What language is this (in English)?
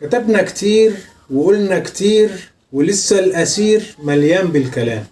Egyptian Arabic